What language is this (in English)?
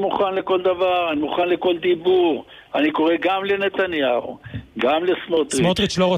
Hebrew